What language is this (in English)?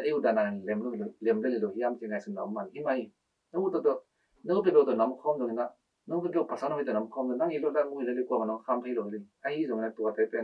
Tedim Chin